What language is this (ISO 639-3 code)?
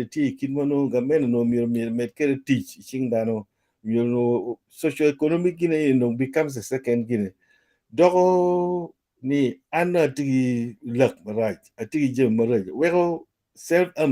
ach